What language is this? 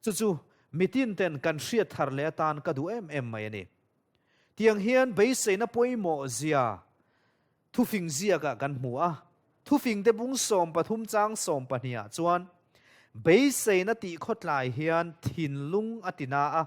Mizo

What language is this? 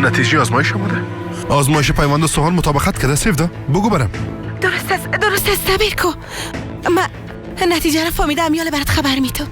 Persian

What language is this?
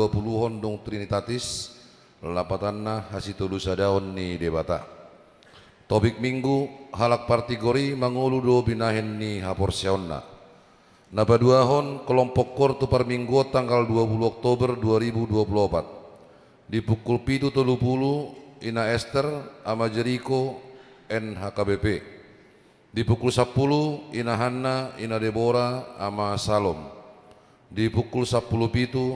Batak Toba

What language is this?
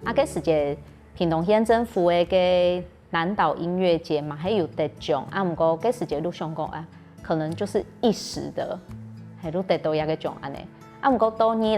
Hakka Chinese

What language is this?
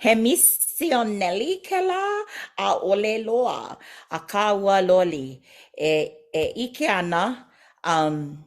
Hawaiian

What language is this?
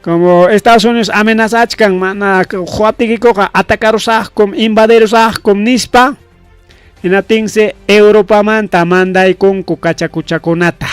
Ayacucho Quechua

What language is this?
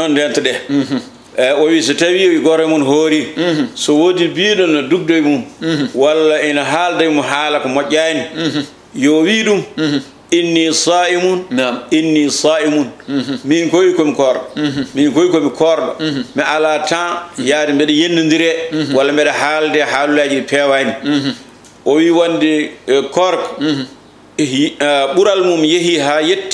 Fula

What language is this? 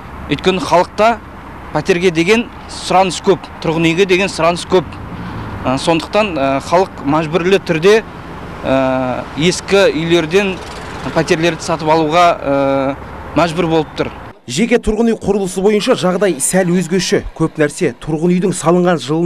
Kazakh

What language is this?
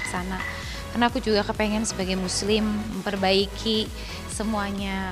Indonesian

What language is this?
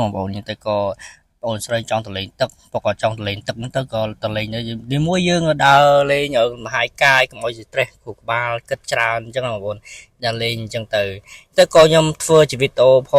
Khmer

